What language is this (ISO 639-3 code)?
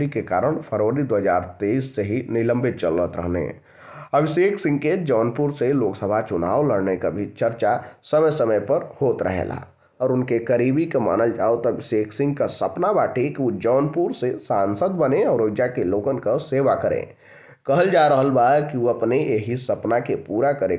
bho